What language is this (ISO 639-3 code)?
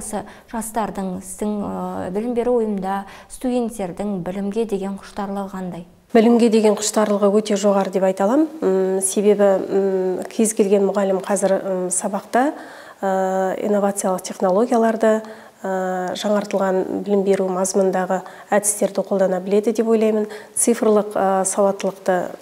kaz